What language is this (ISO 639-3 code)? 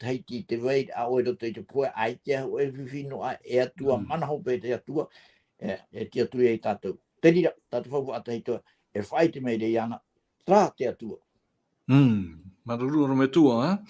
tah